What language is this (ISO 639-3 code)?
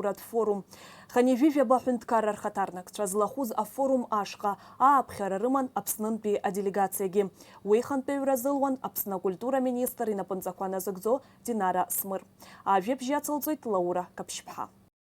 abk